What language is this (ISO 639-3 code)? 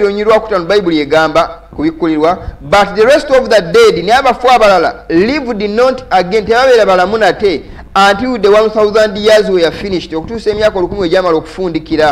lug